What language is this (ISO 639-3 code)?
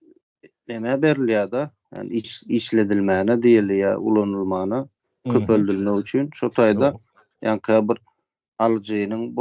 tuk